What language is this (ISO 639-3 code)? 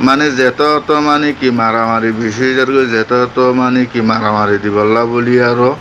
rhg